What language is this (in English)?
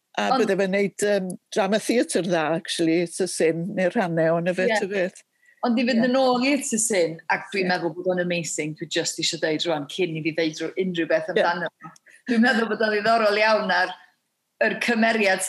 Welsh